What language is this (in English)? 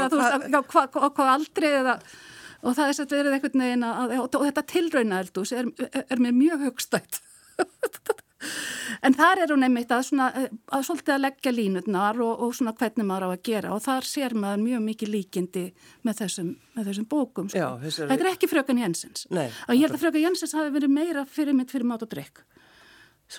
Icelandic